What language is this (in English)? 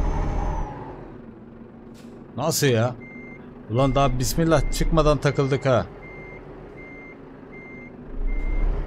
Turkish